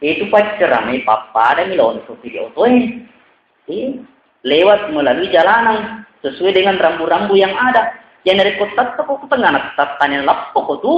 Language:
Buginese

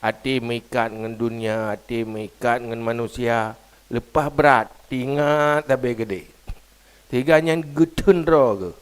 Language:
Achinese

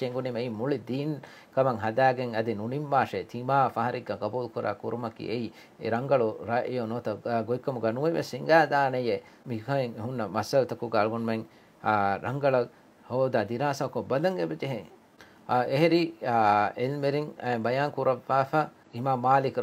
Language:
Divehi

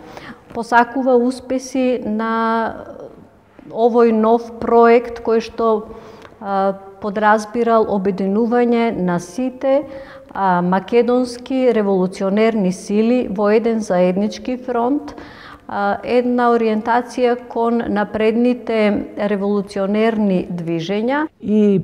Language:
Macedonian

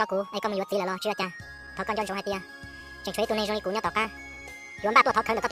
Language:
Hmong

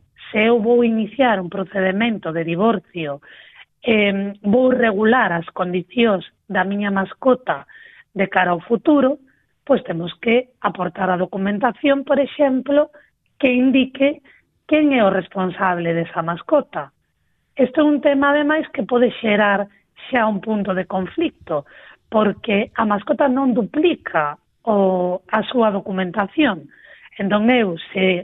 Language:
Galician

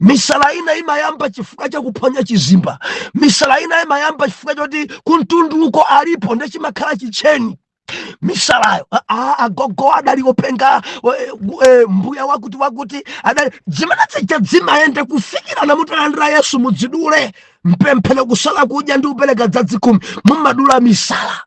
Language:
Nyanja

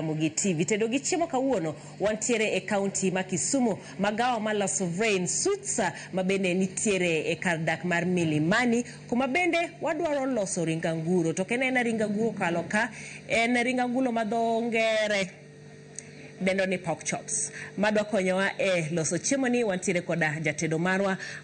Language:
Luo (Kenya and Tanzania)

